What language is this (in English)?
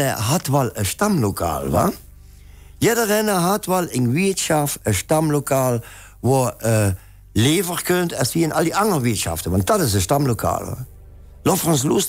Limburgish